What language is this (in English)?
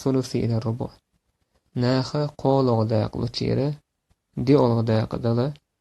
Chechen